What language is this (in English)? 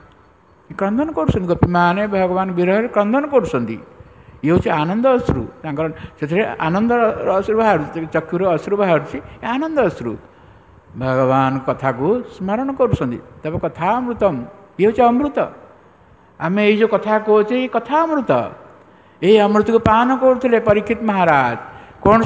Odia